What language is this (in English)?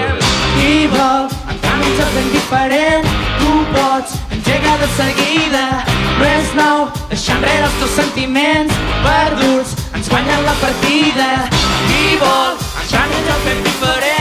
Catalan